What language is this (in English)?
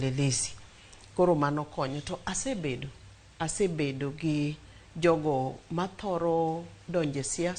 Luo (Kenya and Tanzania)